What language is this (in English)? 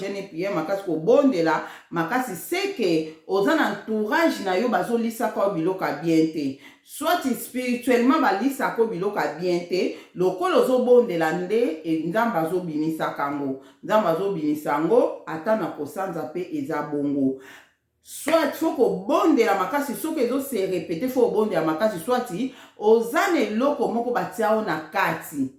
Lingala